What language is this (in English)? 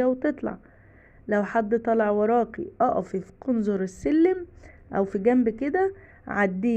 Egyptian Arabic